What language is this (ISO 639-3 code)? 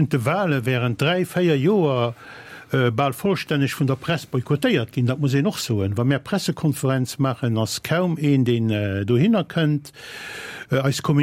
ltz